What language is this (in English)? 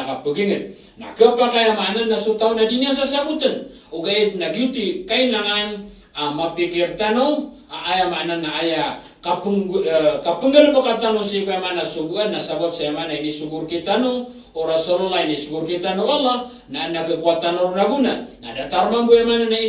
Maranao